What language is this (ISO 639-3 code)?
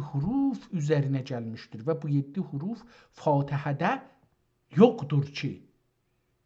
azb